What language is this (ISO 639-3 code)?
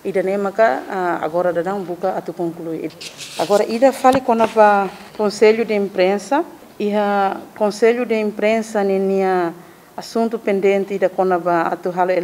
tet